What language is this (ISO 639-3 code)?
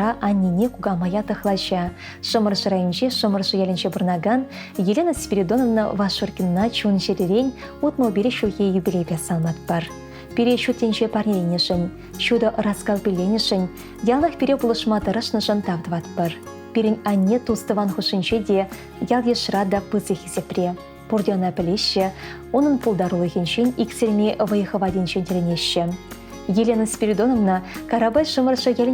chv